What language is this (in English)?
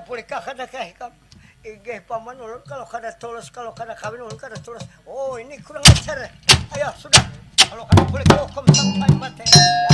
Banjar